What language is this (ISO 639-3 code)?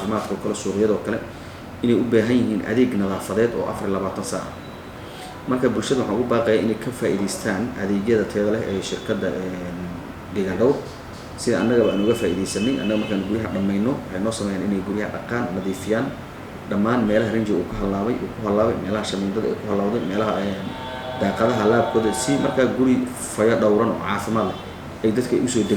som